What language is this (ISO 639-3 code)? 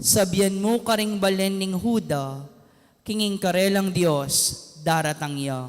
pam